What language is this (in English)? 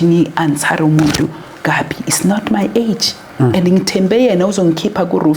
Zulu